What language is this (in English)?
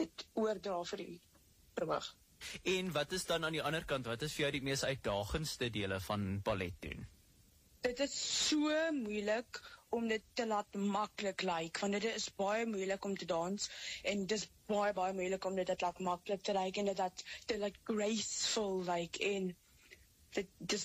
Afrikaans